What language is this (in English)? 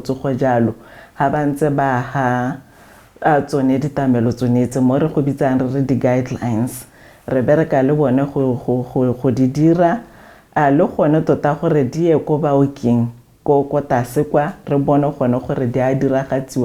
Tswana